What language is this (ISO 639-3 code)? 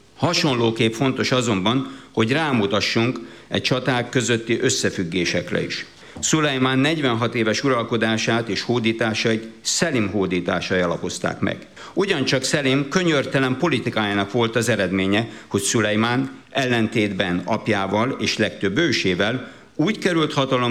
hun